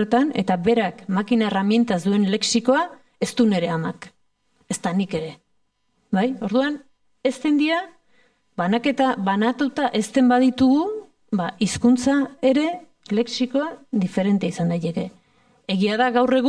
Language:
Basque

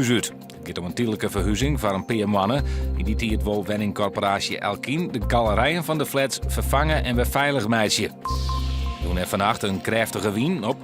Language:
Western Frisian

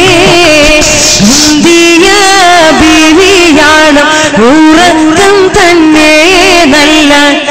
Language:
Malayalam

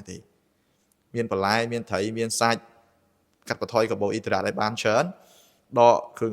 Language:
Khmer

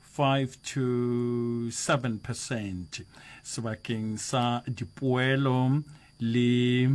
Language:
Northern Sotho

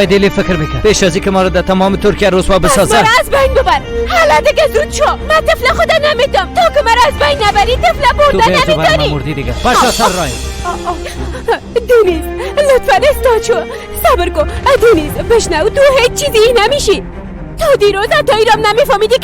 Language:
Persian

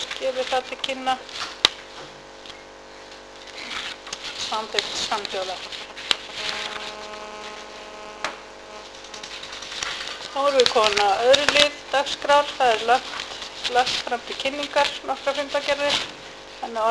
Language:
Icelandic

